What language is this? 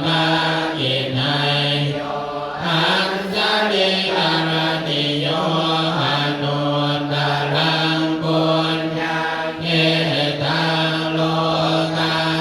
Pali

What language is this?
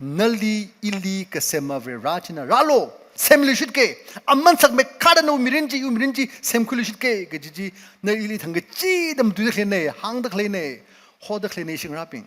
Tangkhul Naga (India)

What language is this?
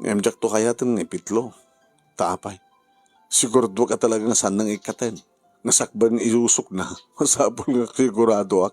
Iloko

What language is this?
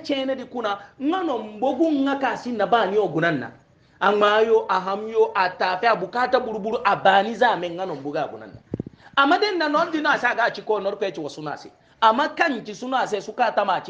Hausa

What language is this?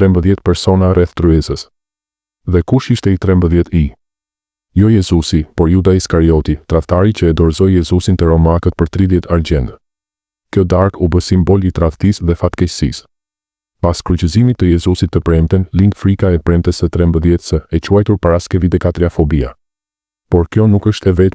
Albanian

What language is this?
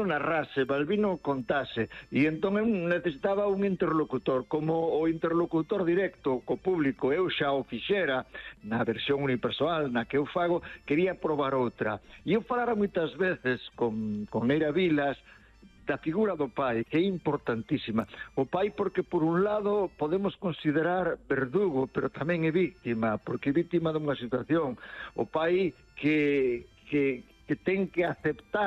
Galician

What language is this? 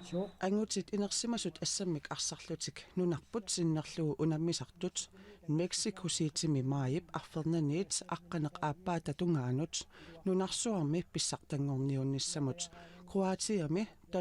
Kalaallisut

